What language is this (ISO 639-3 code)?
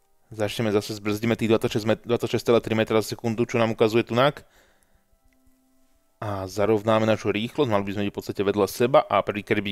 slk